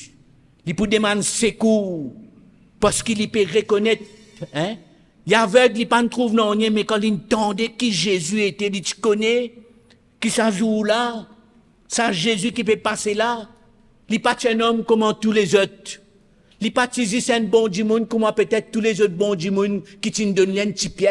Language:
Morisyen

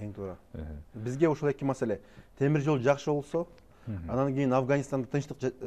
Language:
Kyrgyz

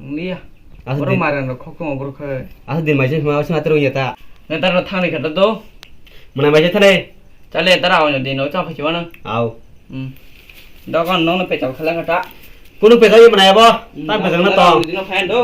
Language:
Kok Borok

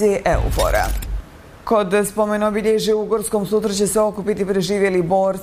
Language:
Bosnian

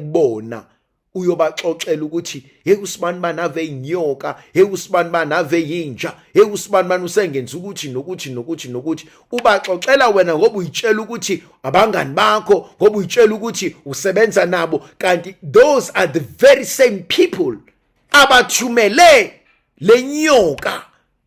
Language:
Zulu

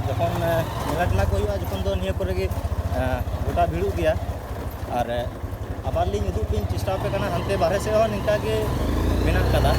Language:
Santali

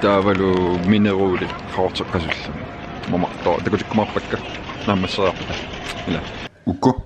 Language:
Kalaallisut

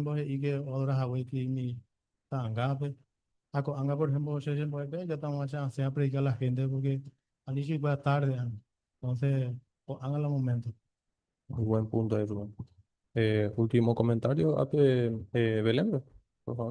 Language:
Guarani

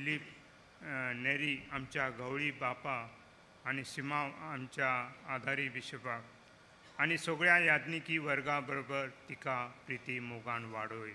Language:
Konkani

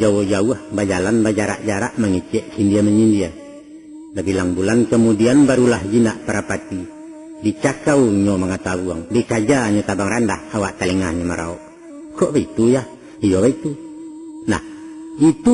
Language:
Minangkabau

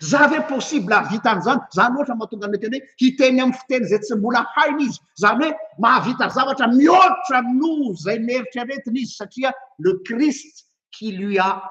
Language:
Malagasy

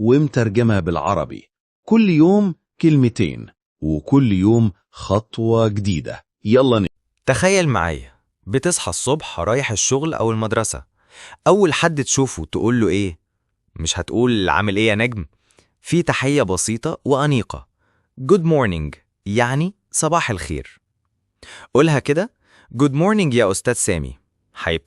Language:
Egyptian Arabic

